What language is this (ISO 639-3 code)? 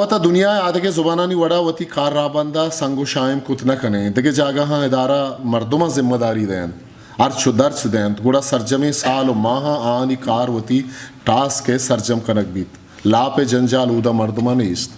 bgp